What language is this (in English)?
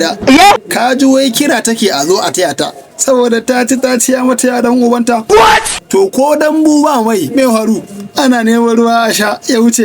Hausa